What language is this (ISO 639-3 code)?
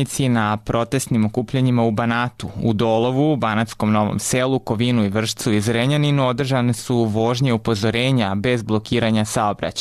srp